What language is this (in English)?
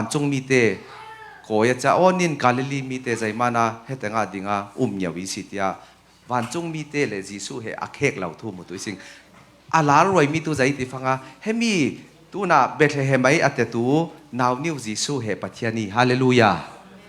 Falam Chin